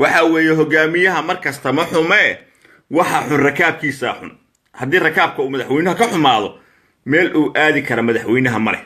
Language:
Somali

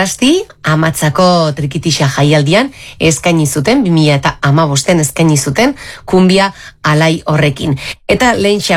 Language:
Basque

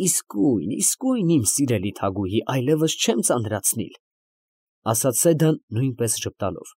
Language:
Armenian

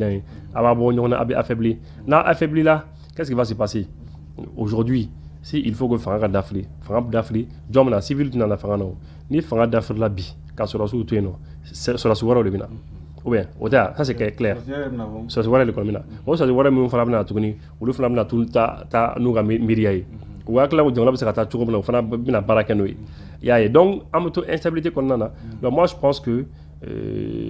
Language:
Bambara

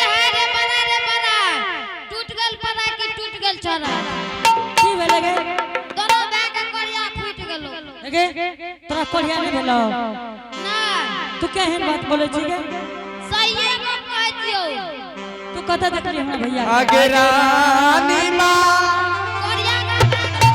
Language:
Angika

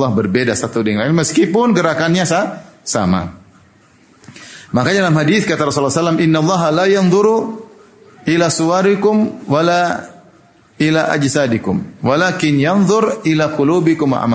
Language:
Indonesian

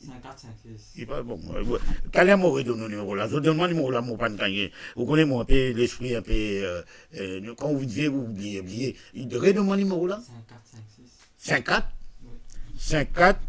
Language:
Morisyen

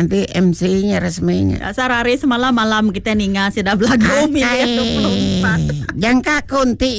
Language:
Iban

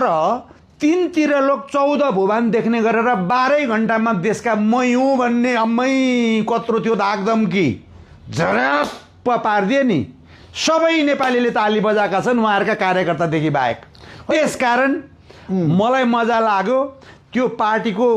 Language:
Nepali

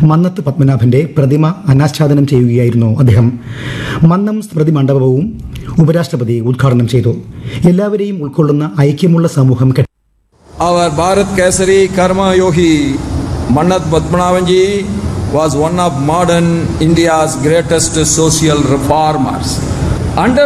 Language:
Malayalam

